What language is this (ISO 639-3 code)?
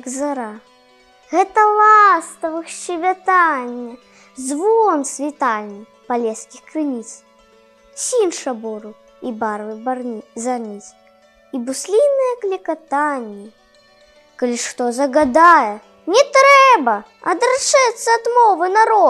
bel